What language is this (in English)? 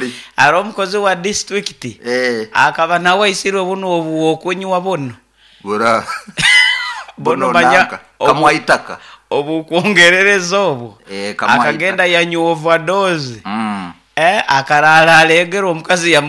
Nyoro